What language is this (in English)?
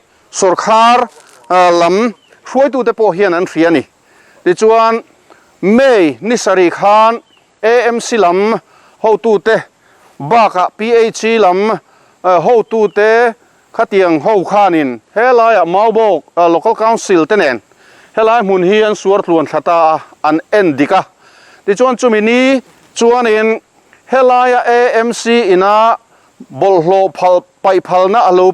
Mizo